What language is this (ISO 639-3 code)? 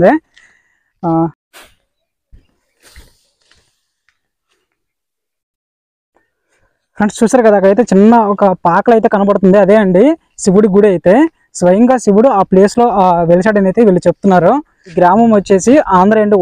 tel